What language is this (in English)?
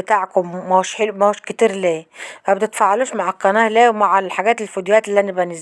Egyptian Arabic